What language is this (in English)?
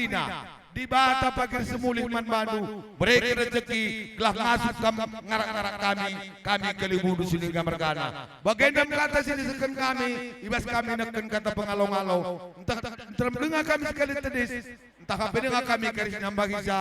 Batak Karo